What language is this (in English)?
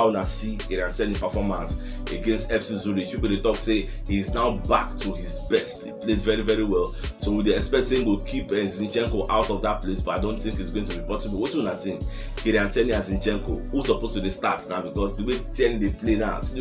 Nigerian Pidgin